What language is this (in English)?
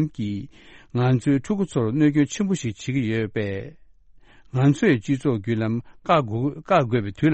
Tibetan